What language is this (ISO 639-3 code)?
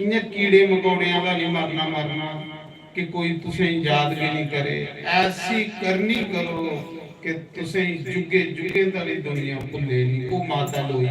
doi